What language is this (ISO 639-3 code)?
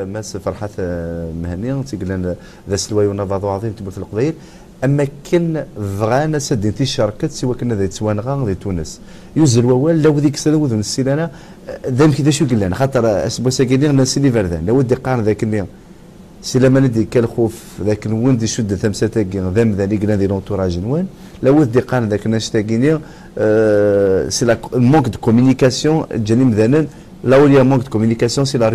kab